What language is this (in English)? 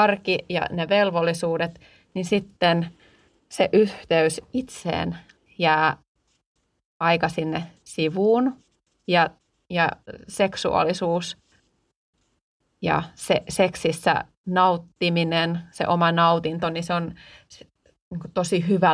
Finnish